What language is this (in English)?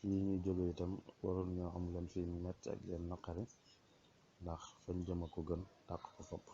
Wolof